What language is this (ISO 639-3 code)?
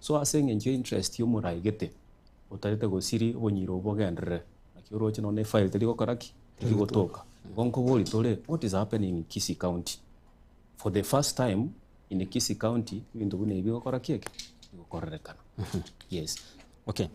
guz